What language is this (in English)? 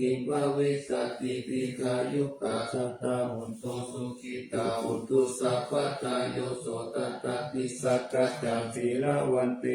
Pali